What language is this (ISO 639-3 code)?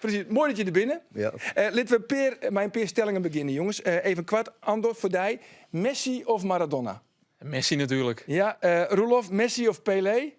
fry